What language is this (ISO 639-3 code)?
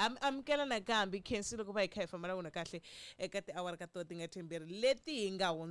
tso